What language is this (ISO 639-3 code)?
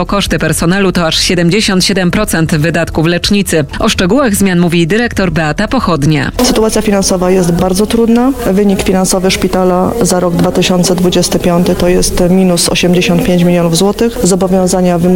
pol